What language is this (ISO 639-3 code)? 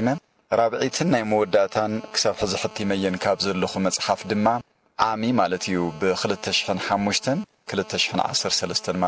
tir